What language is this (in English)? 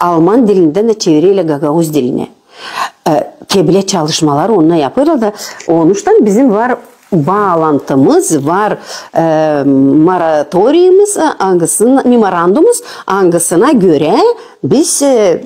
Gagauz